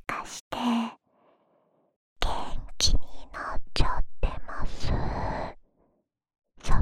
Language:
Japanese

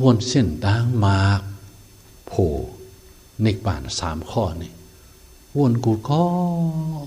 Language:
Shan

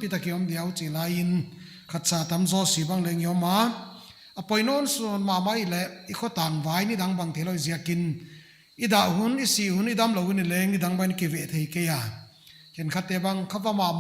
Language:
Paite Chin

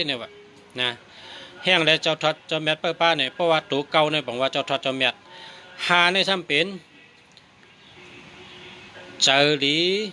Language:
Shan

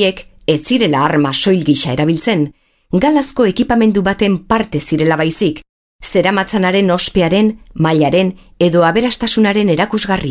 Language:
Basque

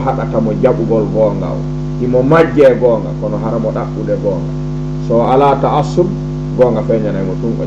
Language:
Fula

